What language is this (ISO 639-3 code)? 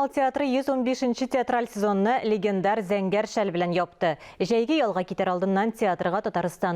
tat